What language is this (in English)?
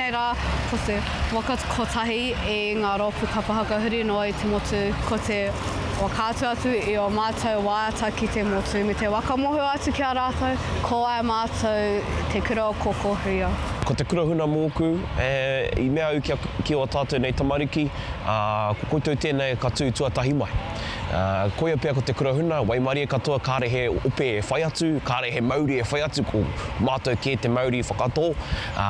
Māori